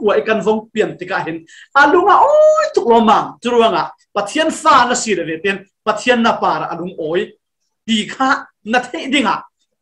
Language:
Falam Chin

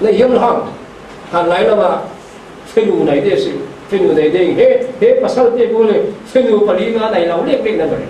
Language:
Falam Chin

